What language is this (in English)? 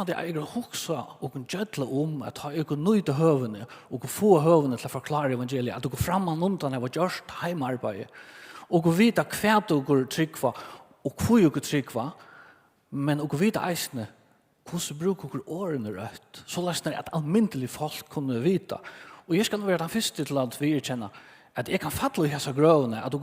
Faroese